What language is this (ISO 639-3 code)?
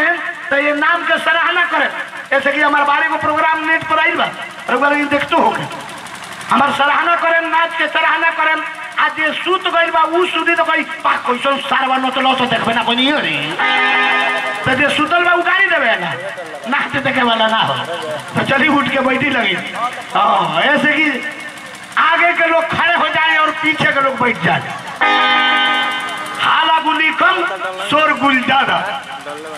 bho